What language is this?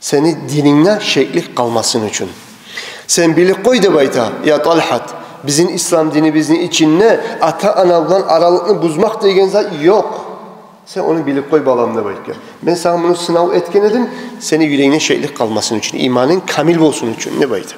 Kumyk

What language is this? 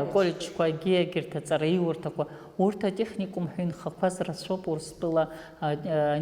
Abkhazian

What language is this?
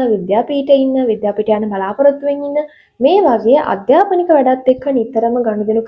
Sinhala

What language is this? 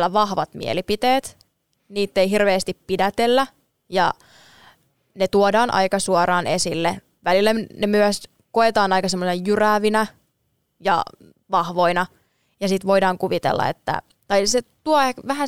Finnish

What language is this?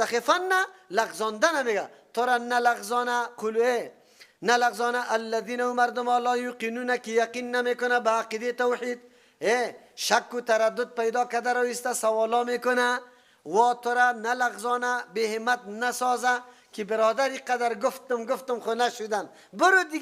Persian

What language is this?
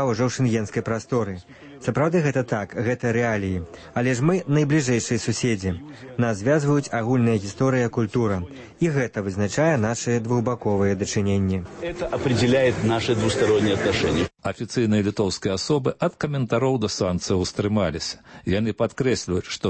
Belarusian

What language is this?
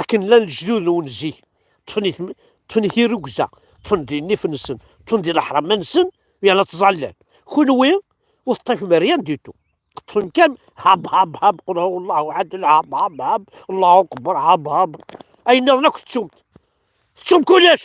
Kabyle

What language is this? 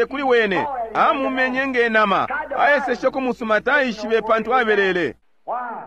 Bemba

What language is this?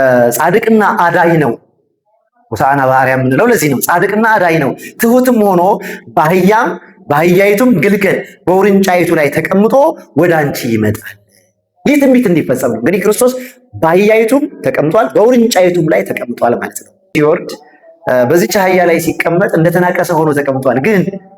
Amharic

